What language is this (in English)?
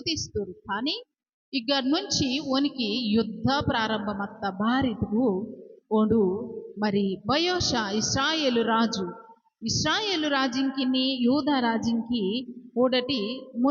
Koya